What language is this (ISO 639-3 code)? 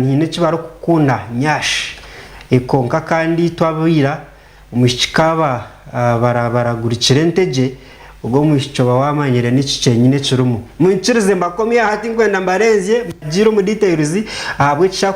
nyn